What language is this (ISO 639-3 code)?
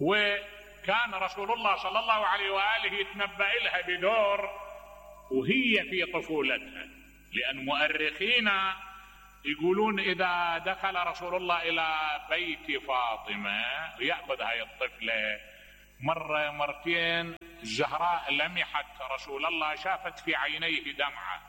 acm